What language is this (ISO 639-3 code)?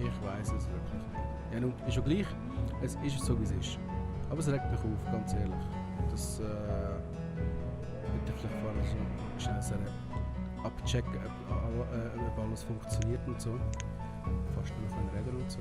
gsw